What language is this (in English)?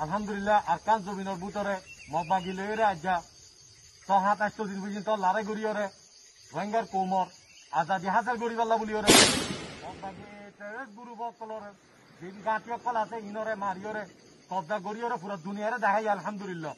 Rohingya